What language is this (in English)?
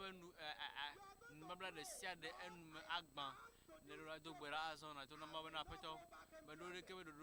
Ewe